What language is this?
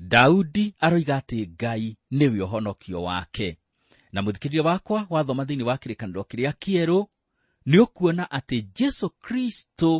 Kikuyu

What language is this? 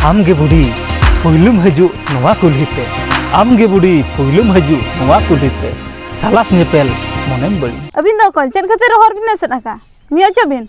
Santali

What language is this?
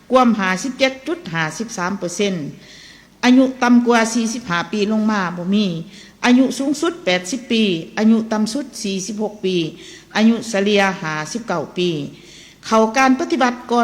Lao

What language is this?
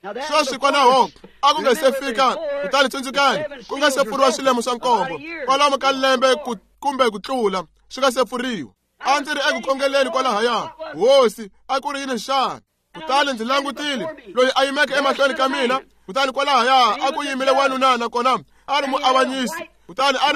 Tsonga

